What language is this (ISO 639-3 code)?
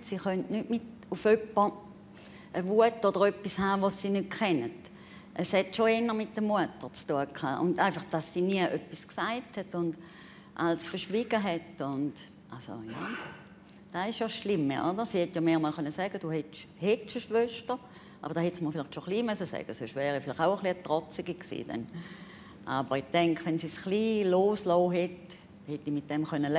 gsw